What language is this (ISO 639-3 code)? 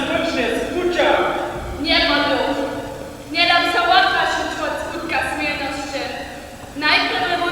hsb